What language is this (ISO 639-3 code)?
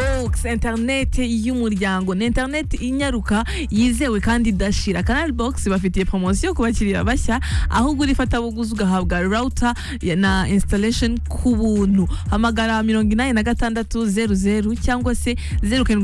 kin